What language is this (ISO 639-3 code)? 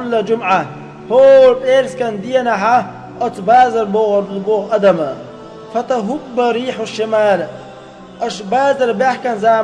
che